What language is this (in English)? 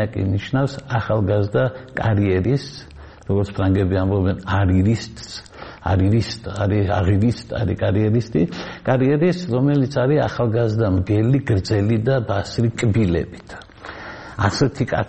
Georgian